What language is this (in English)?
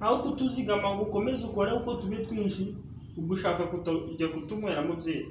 Kinyarwanda